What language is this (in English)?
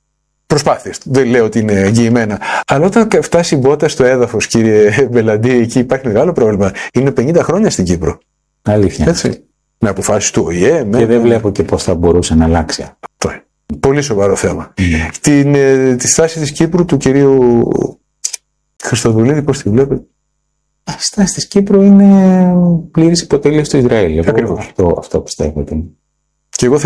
Greek